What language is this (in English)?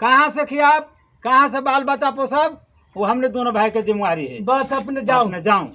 Magahi